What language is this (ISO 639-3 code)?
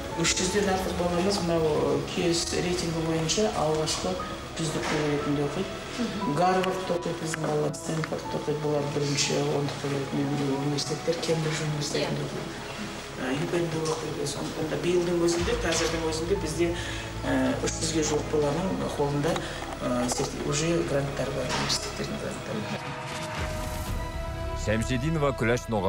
kaz